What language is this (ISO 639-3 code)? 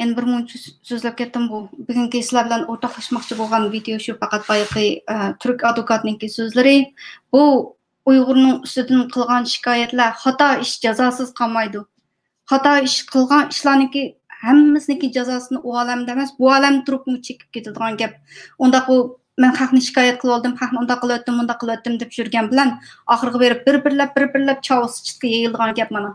uig